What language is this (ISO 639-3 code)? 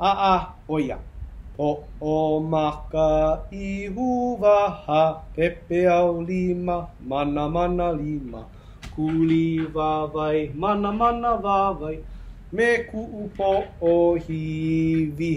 haw